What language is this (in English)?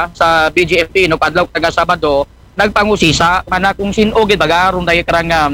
Aklanon